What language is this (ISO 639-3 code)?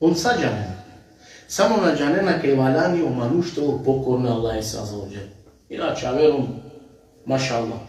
rmn